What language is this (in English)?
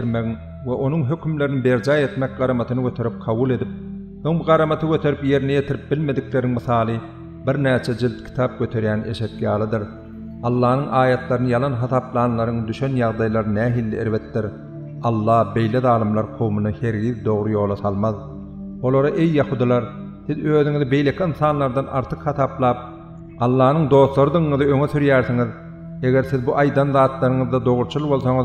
Turkmen